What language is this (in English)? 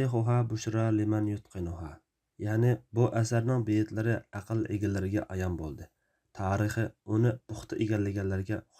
Uyghur